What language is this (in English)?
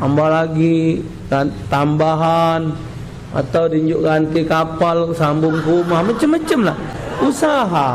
Musi